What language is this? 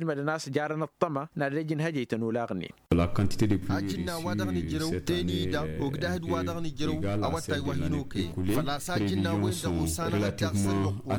Tamasheq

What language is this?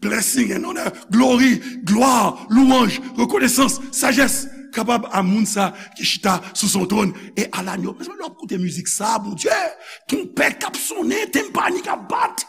Haitian Creole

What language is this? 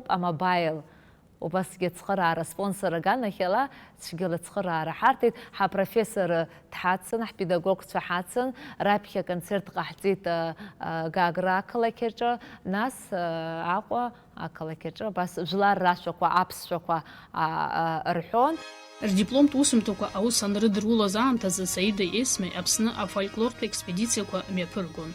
Abkhazian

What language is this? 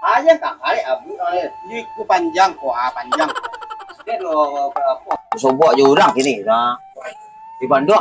Minangkabau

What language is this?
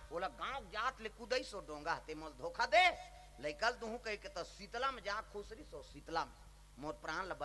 Chhattisgarhi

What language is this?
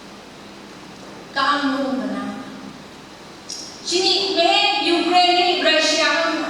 Phom Naga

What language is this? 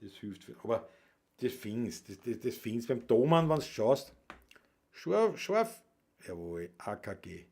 Bavarian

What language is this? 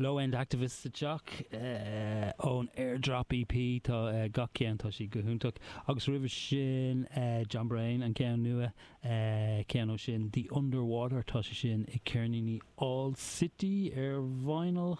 Irish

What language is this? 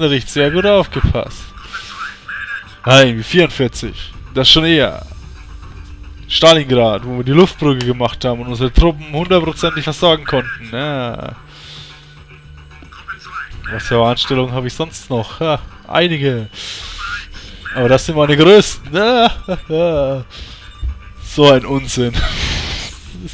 German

